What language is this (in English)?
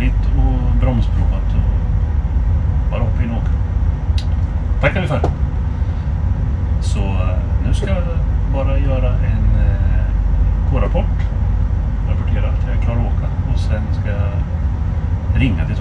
Swedish